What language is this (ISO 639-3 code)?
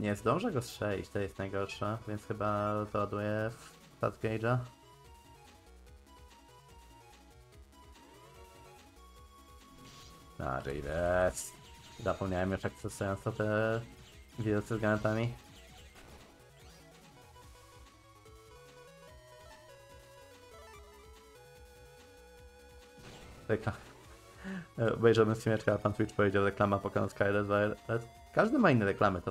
pol